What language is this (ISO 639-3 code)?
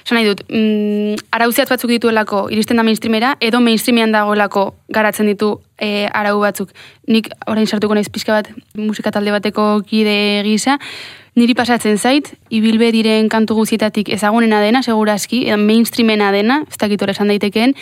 eus